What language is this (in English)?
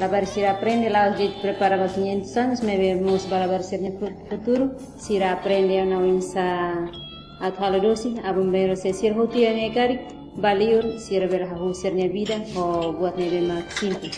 Tetum